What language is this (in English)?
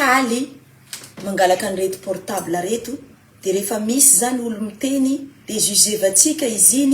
Malagasy